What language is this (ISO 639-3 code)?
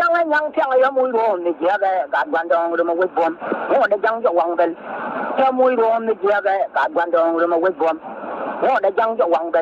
nus